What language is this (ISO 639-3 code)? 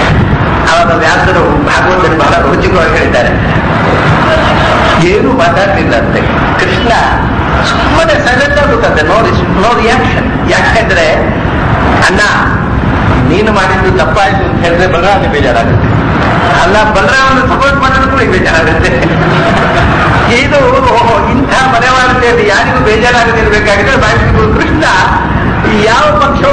kan